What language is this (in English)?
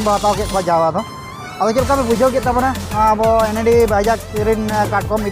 Santali